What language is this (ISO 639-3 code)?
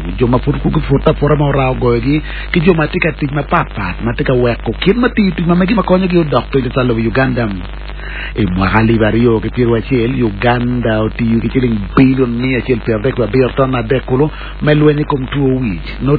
ach